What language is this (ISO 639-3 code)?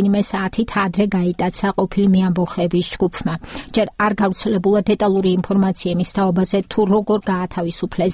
kat